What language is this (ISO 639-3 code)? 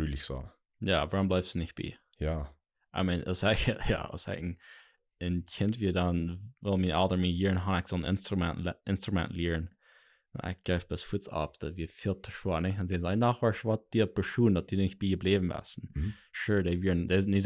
pdt